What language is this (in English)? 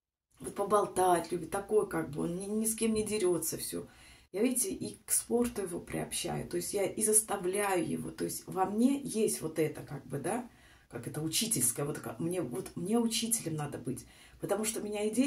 Russian